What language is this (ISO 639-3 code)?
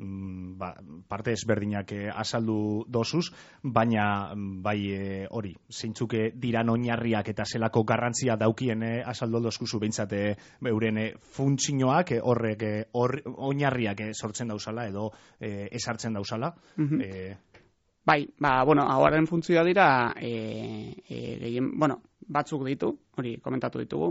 eus